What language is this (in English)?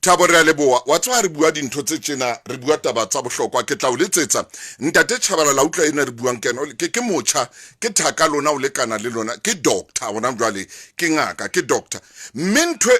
Southern Sotho